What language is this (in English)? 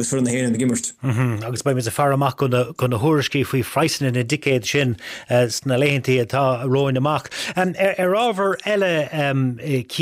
Irish